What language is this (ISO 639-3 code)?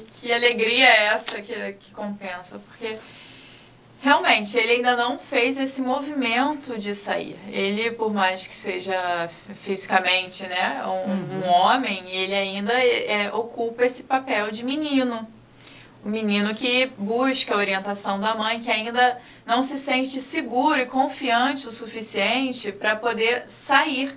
por